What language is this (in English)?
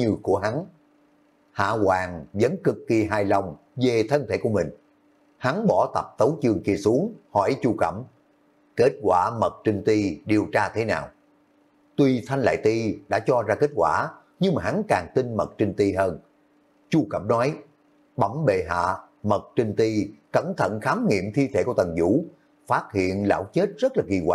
Vietnamese